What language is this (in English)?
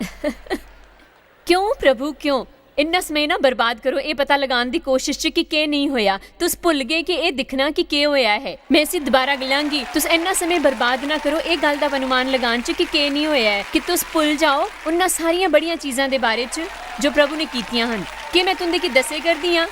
Dogri